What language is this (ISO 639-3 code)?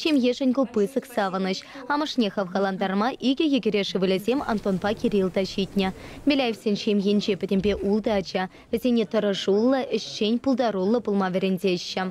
chv